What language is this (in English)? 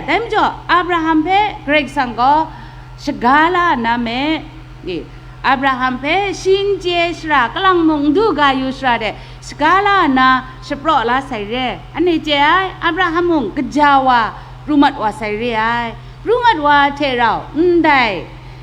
Kachin